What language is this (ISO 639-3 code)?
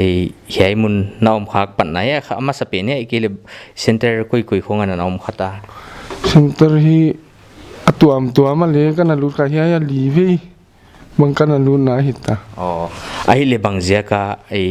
pck